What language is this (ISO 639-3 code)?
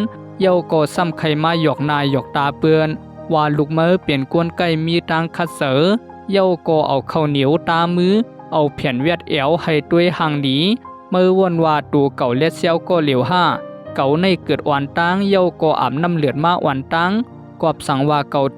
shn